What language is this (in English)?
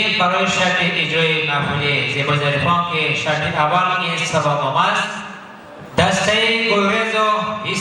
Tajik